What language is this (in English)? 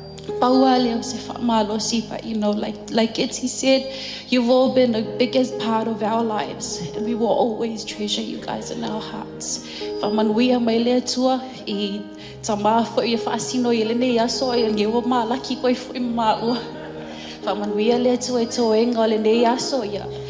Samoan